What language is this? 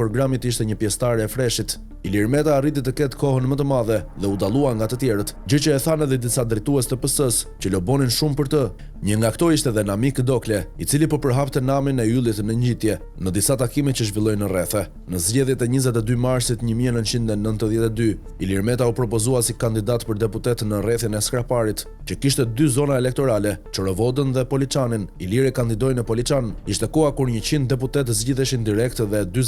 Albanian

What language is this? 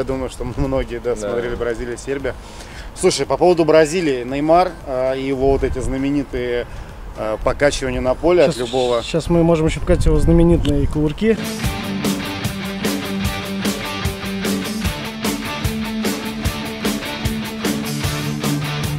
Russian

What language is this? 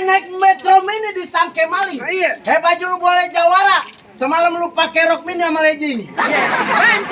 Betawi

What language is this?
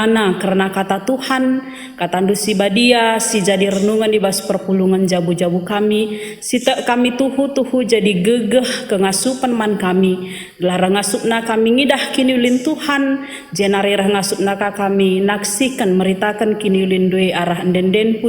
Batak Karo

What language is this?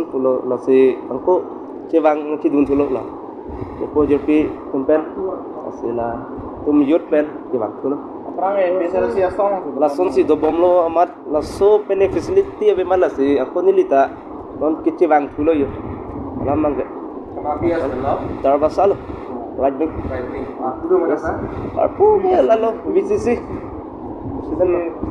Karbi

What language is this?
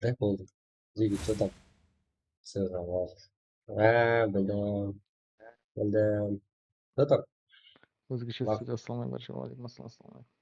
Kara-Kalpak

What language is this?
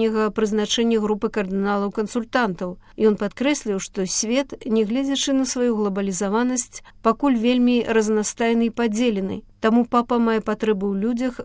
Belarusian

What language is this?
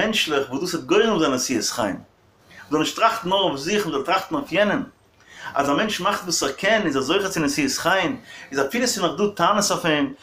Yiddish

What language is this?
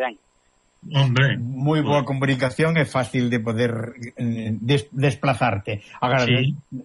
Galician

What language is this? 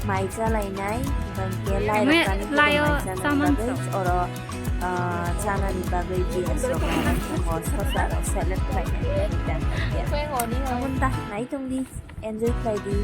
Kok Borok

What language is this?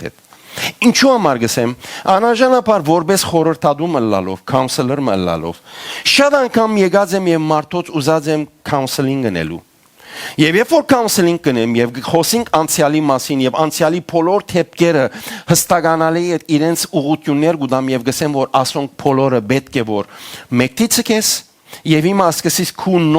Western Armenian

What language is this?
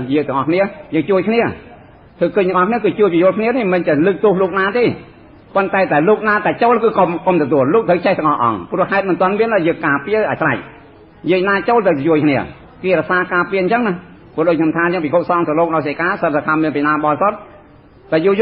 Khmer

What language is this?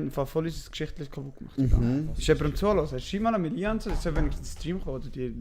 Swiss German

